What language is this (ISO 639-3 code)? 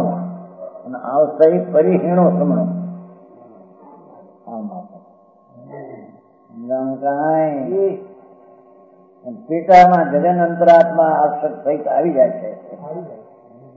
guj